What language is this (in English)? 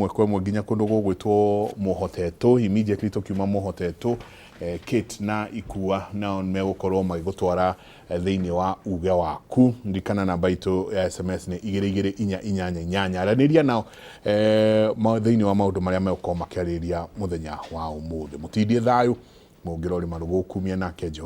Kikuyu